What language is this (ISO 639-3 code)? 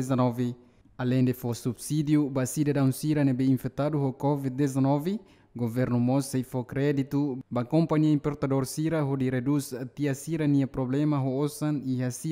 tet